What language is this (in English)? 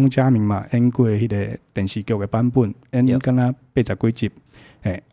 Min Nan Chinese